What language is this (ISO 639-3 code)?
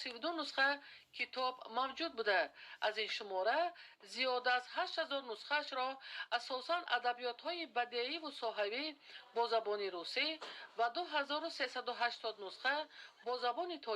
tgk